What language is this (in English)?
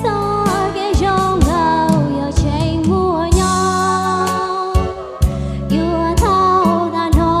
Hmong